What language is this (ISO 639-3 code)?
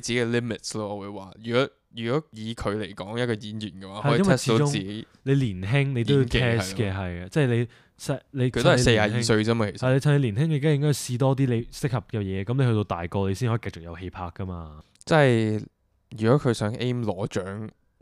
yue